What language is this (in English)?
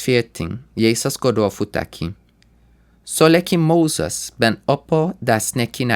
Sranan Tongo